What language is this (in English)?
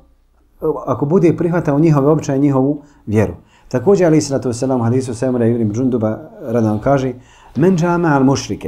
Bosnian